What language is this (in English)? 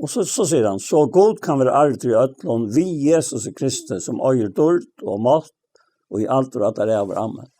Faroese